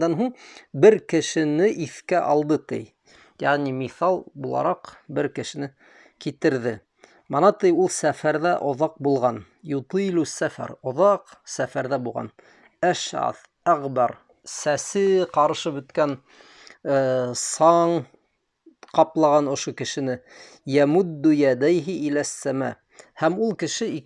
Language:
Bashkir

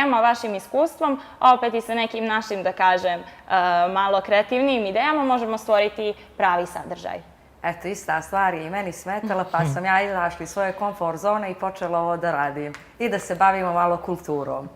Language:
Bosnian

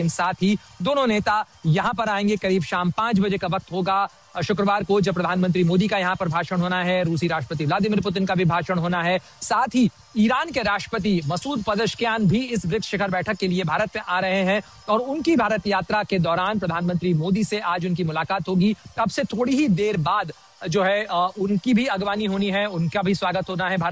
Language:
Hindi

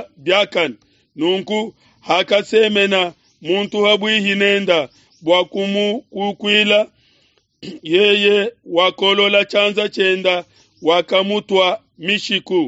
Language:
Luba-Lulua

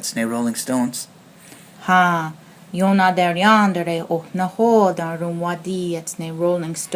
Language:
Mohawk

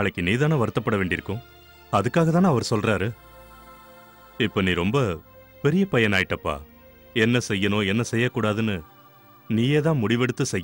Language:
Tamil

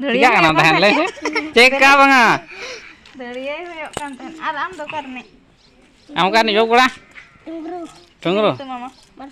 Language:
Santali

